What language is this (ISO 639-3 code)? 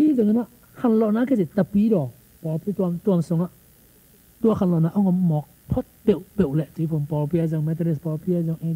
ctd